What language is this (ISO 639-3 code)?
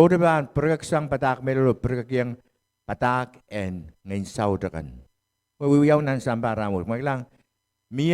pon